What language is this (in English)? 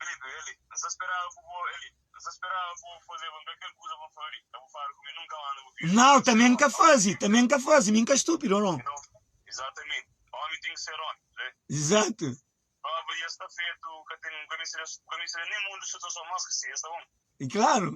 Kabuverdianu